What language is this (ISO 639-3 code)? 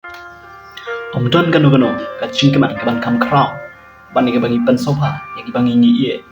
kha